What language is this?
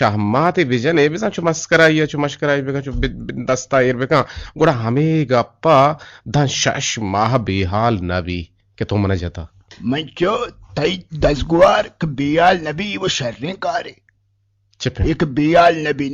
Eastern Balochi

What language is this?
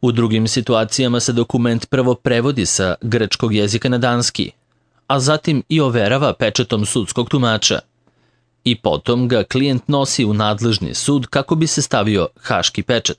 Serbian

